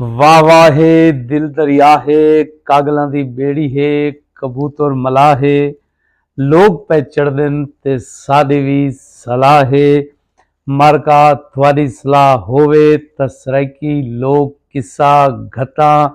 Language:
Saraiki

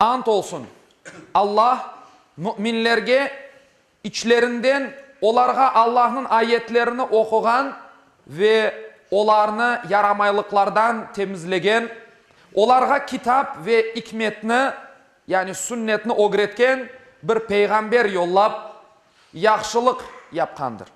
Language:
Crimean Tatar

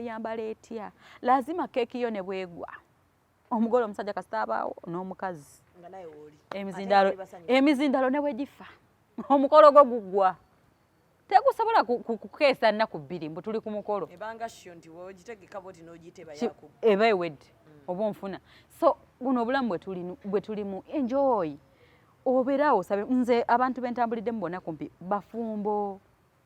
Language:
Ganda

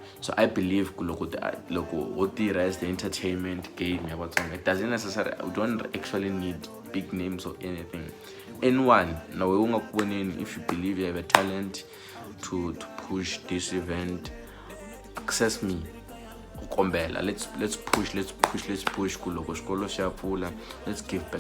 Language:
Tsonga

